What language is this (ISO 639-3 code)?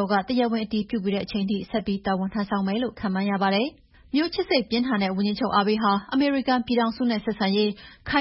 mya